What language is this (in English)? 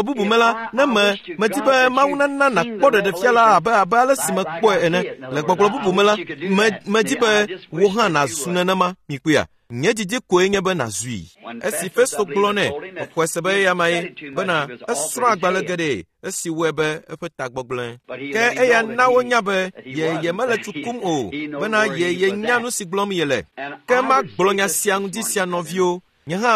Ewe